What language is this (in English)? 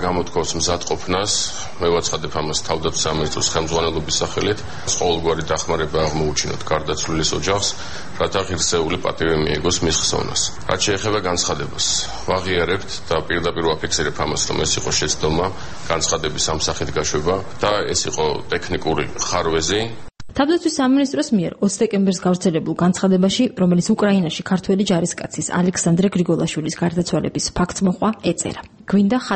Georgian